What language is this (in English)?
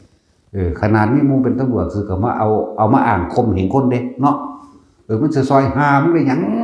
Northeastern Thai